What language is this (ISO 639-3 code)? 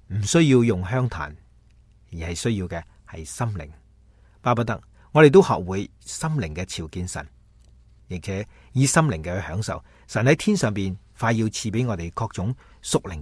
yue